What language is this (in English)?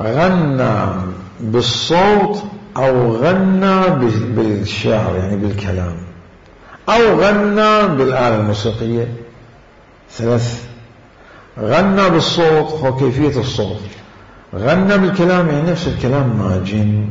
Mesopotamian Arabic